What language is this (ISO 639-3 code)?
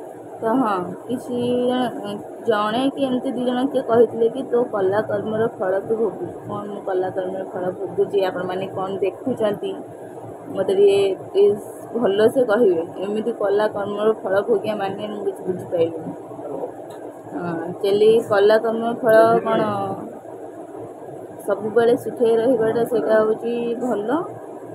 ori